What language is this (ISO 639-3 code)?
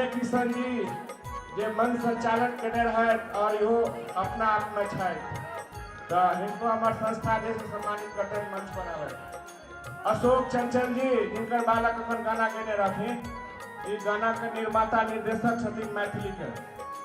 mai